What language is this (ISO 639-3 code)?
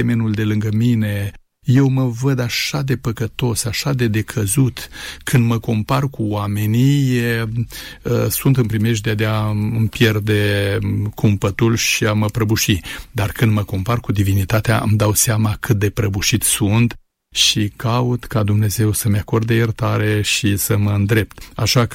ron